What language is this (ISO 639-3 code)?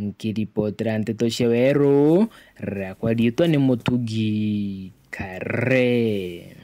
mer